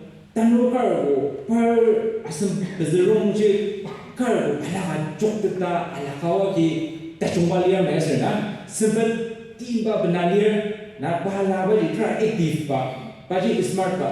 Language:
Ao Naga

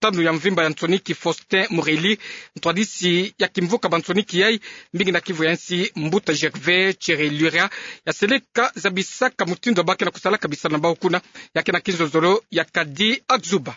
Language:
Kituba (Democratic Republic of Congo)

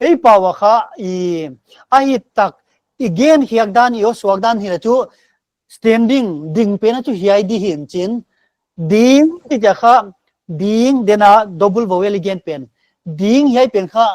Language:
Paite Chin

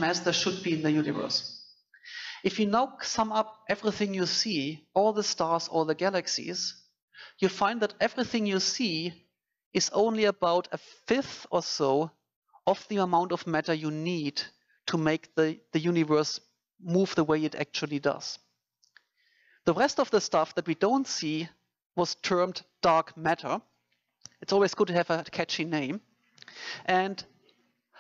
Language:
English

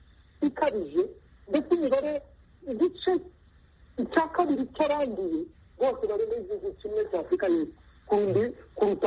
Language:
Kinyarwanda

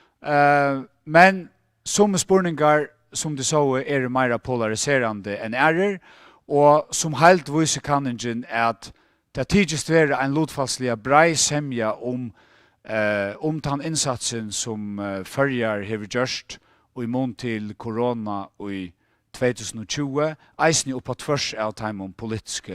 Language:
Faroese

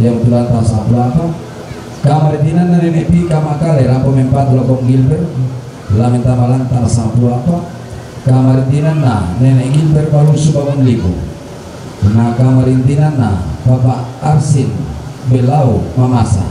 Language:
Toraja-Sa'dan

